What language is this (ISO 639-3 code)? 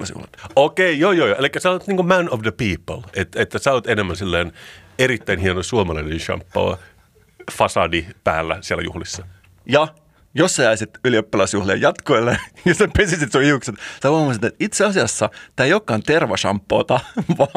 fin